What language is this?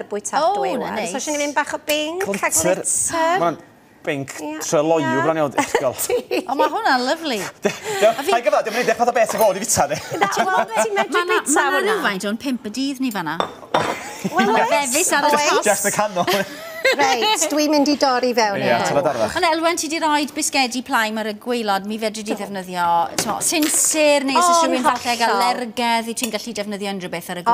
Welsh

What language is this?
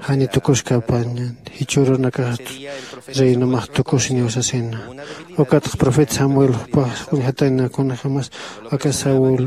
Aymara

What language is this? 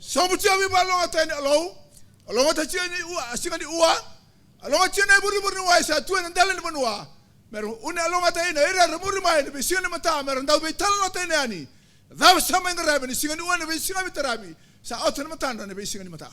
Fijian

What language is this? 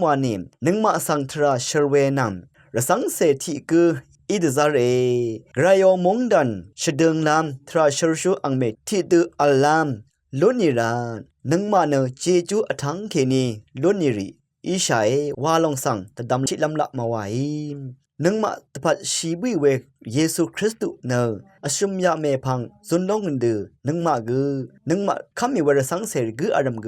Rawang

